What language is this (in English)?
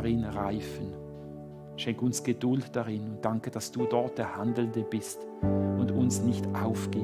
Swiss German